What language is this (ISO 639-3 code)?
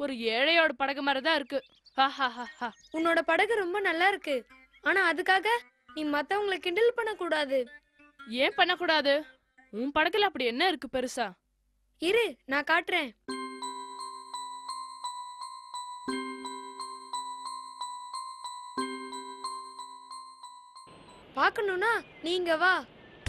tam